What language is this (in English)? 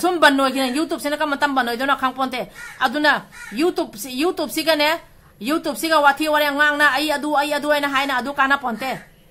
Manipuri